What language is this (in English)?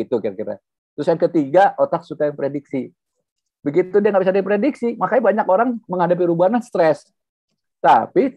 Indonesian